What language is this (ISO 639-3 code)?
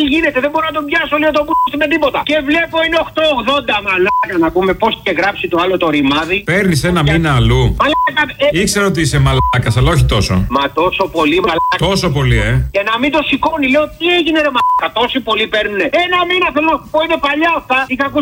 ell